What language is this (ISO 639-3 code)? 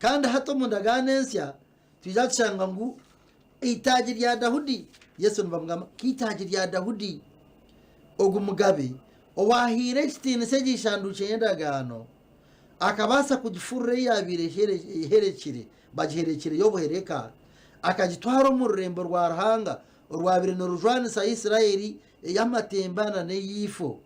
nyn